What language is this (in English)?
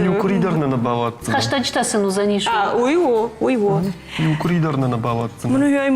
Ossetic